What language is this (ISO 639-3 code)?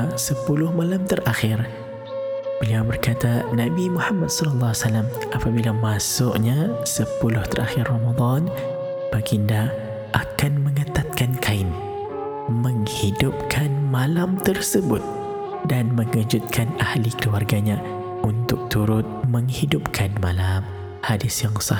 msa